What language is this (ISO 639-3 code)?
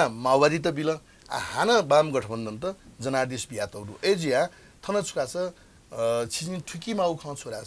new